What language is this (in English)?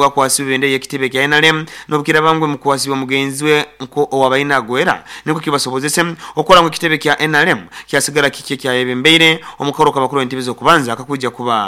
Nyoro